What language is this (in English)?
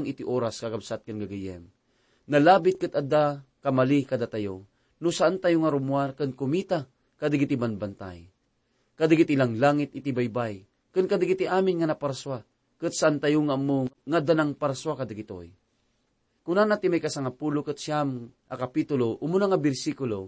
Iloko